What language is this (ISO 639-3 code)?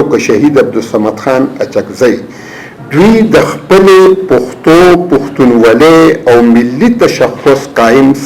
pus